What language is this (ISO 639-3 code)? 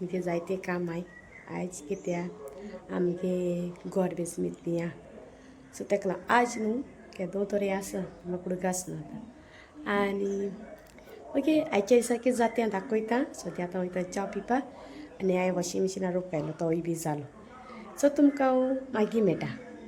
kok